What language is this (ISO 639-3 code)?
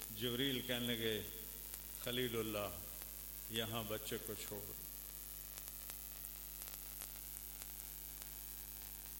urd